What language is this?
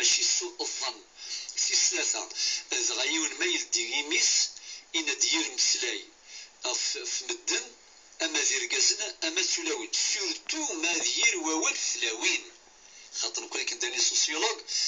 Kabyle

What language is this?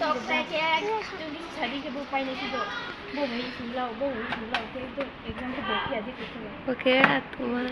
Riang (India)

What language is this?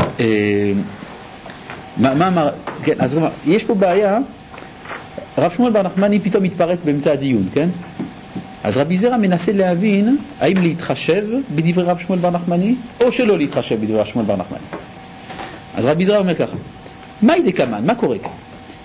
Hebrew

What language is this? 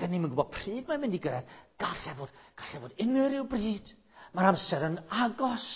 Welsh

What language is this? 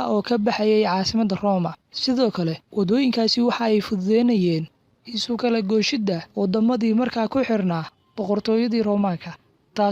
Somali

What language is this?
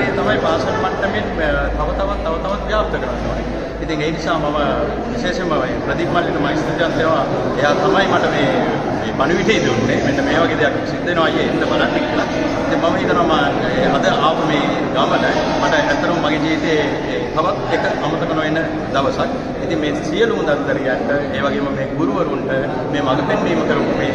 Sinhala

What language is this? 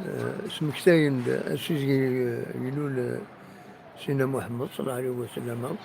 Kabyle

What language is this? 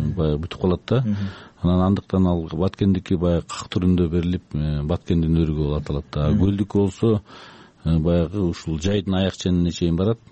Kyrgyz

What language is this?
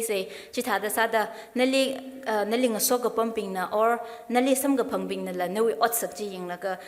Tangkhul Naga (India)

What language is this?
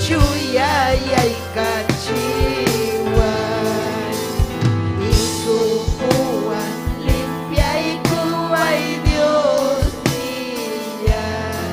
Ayacucho Quechua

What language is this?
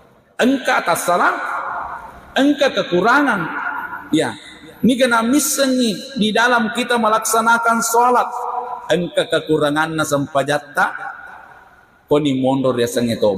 Buginese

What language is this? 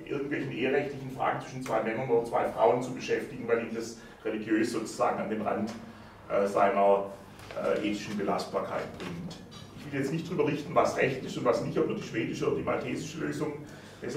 German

